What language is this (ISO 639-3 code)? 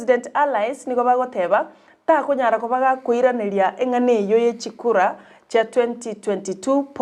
guz